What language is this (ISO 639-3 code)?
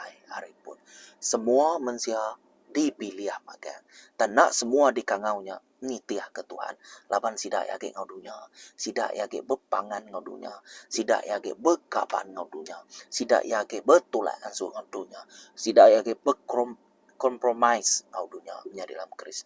iba